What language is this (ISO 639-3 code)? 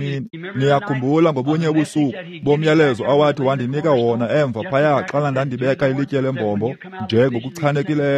xho